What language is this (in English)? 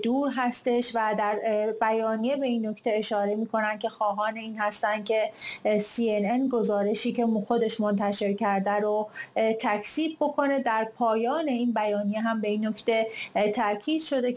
Persian